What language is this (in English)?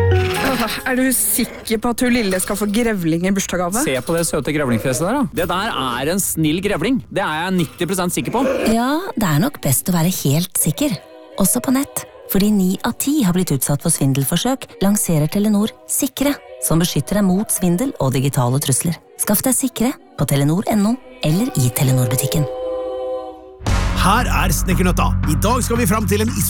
Norwegian